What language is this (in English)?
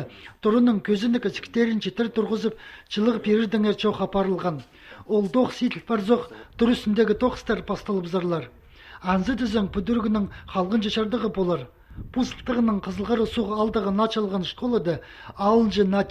Khakas